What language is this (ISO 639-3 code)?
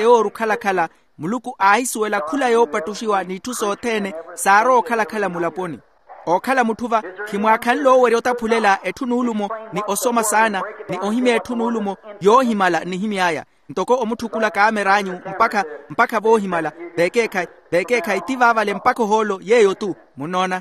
vmw